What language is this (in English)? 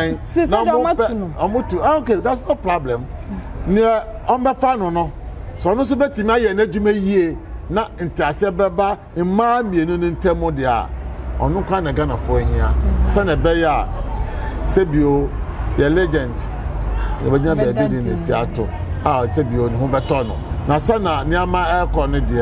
Akan